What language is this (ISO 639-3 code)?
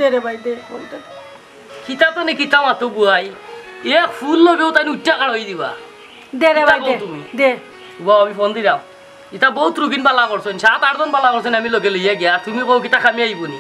syl